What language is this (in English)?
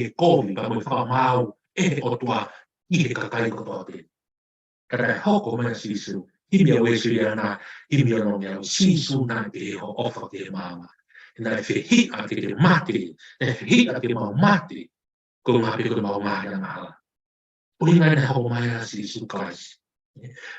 Tongan